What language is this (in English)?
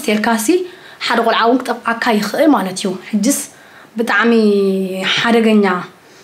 Tigrinya